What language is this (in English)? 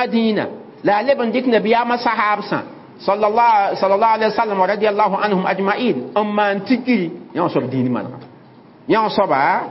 Mossi